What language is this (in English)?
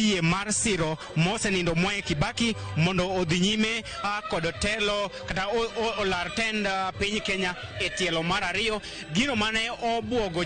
Luo (Kenya and Tanzania)